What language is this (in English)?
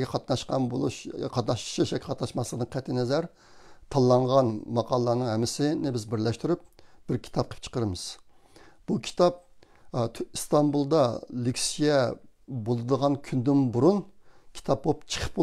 Uyghur